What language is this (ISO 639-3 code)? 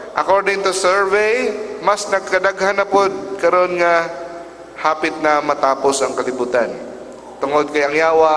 ceb